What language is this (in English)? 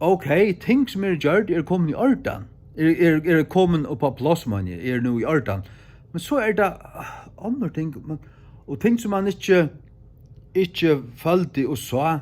Faroese